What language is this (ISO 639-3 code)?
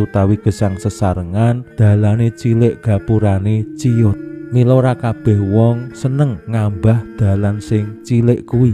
jav